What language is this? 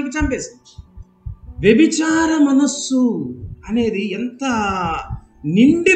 Telugu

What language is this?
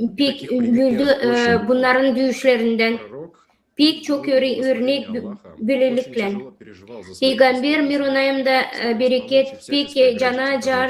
Gagauz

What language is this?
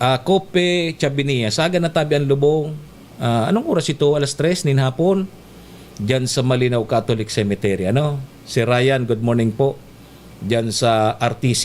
Bikol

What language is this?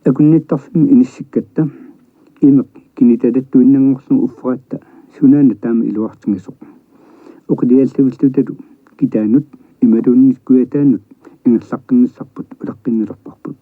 Kalaallisut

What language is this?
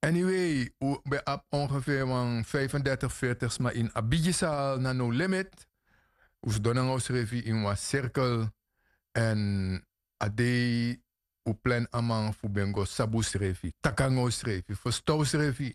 Sranan Tongo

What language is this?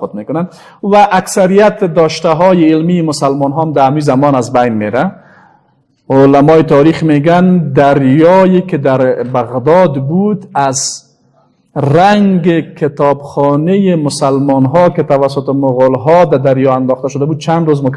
Persian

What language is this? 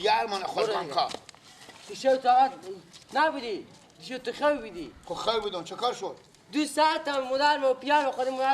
Persian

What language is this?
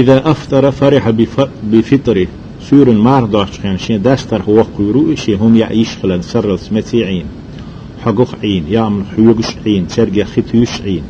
Chechen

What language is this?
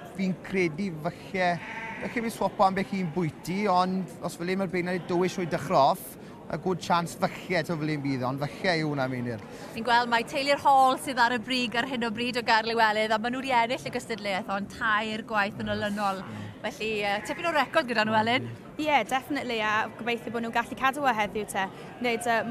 Welsh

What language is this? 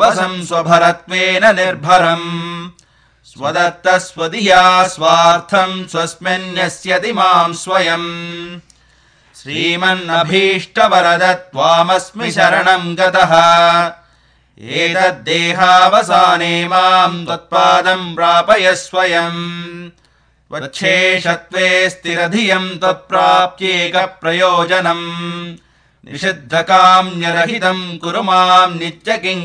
Sanskrit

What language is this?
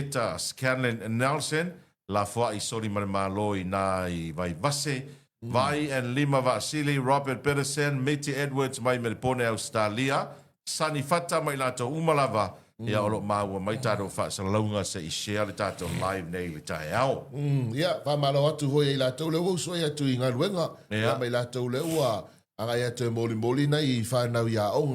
Samoan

